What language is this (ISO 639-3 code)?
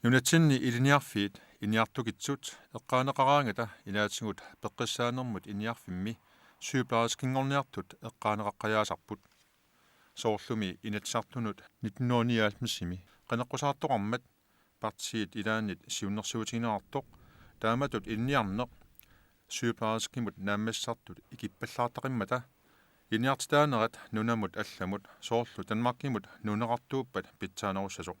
kal